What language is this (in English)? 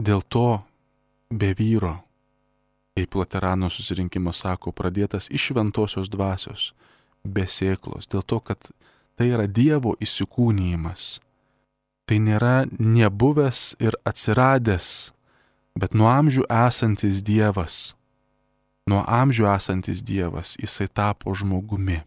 Lithuanian